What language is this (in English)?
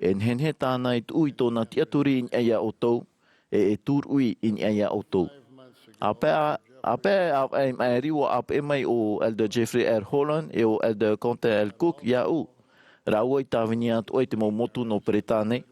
Tahitian